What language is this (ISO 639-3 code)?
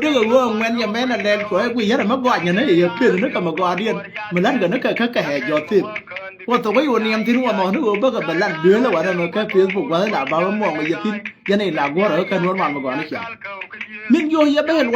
nus